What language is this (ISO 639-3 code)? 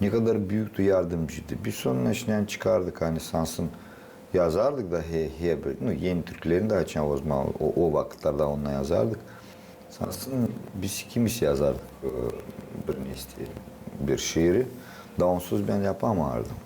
gag